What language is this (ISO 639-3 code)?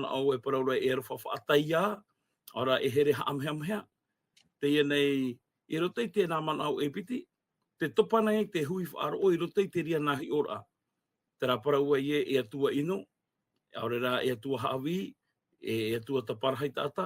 tah